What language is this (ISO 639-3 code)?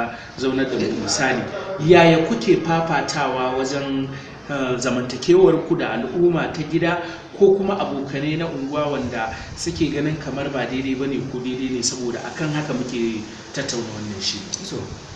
hau